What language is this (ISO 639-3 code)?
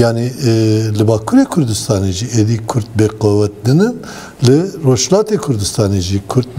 kur